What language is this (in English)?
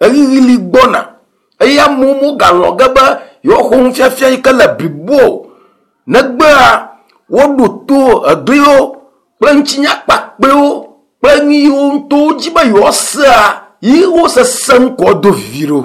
Ewe